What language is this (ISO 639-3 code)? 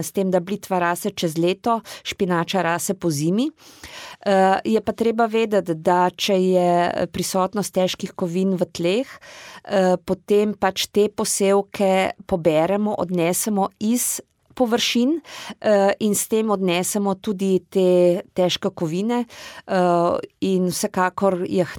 slv